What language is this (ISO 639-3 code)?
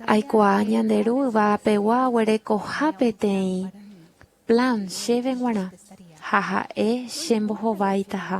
grn